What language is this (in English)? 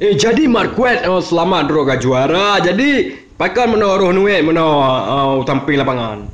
Achinese